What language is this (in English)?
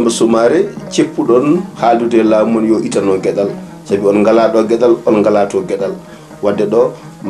Fula